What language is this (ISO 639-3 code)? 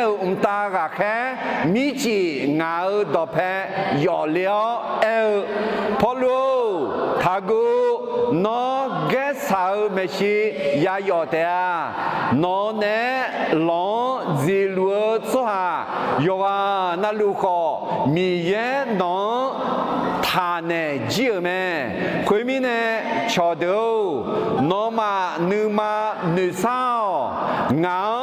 ahk